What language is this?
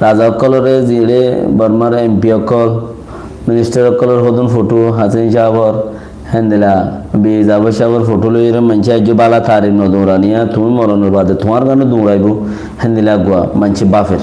Rohingya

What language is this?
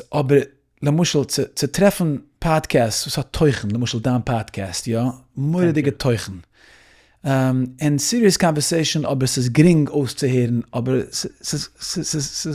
Yiddish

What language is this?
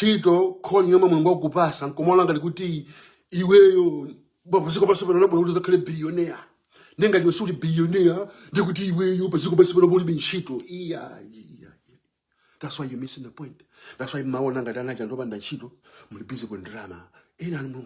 Nyanja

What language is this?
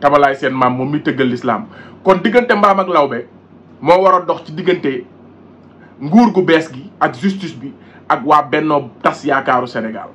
Wolof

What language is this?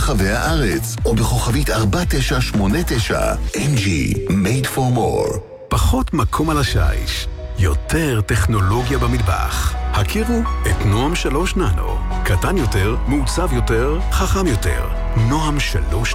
Hebrew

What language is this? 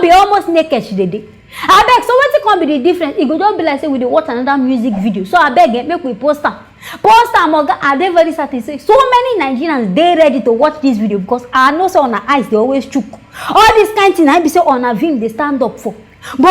Nigerian Pidgin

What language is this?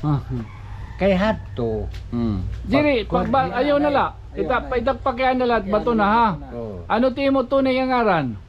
Waray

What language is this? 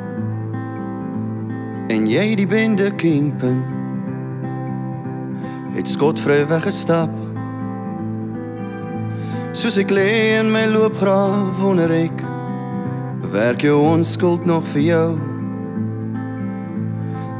Afrikaans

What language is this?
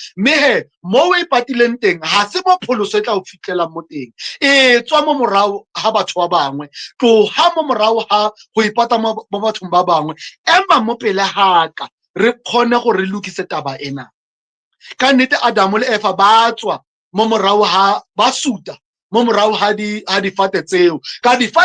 Southern Sotho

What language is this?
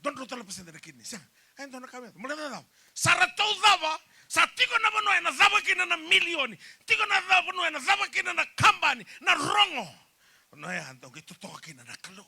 Fijian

